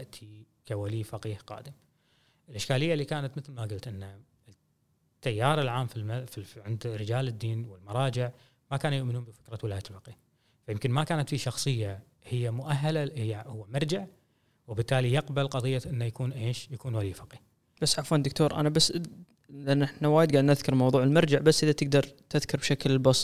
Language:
Gulf Arabic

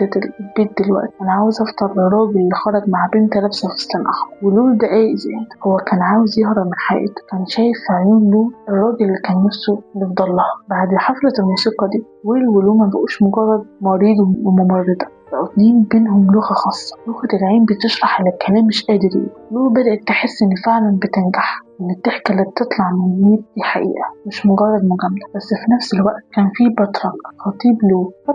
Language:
Egyptian Arabic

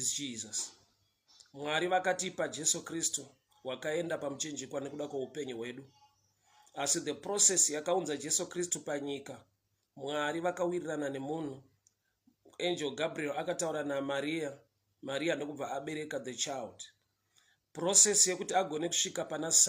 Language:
Shona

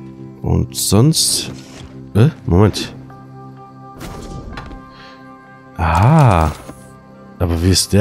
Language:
German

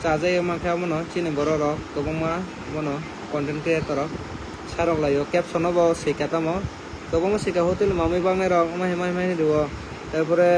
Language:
Kok Borok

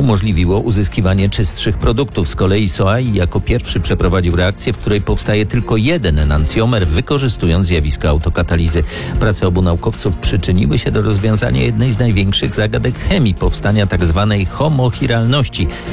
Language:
Polish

